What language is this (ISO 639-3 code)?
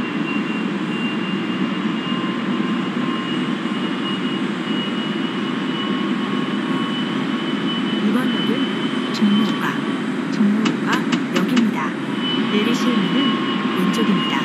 kor